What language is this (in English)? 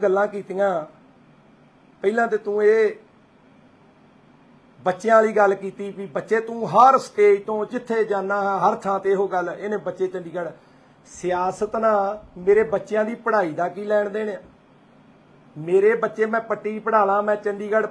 Punjabi